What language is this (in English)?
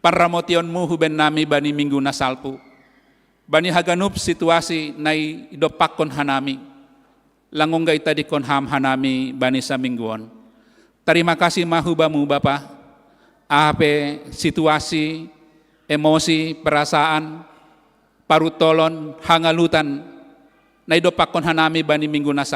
Batak Simalungun